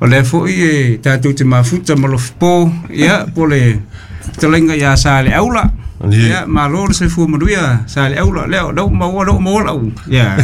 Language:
Samoan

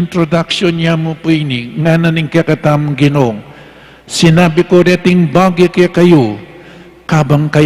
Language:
Pampanga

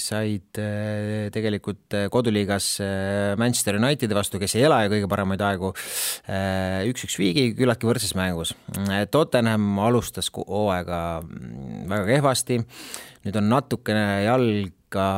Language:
Estonian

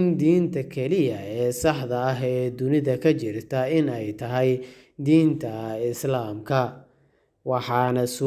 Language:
Somali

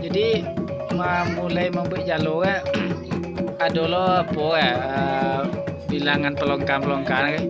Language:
Minangkabau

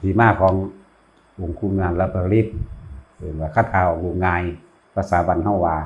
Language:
Northeastern Thai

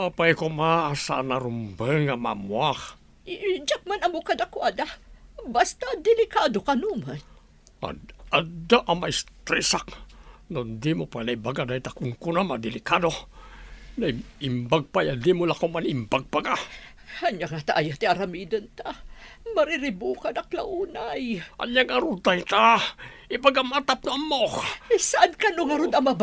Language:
Iloko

